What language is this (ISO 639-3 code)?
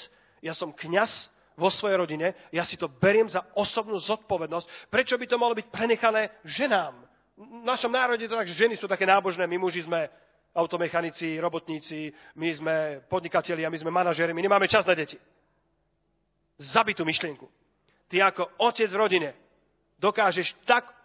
slk